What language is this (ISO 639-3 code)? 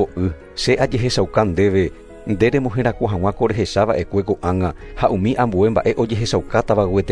grn